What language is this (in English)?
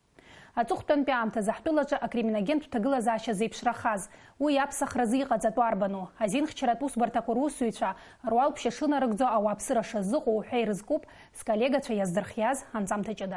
Abkhazian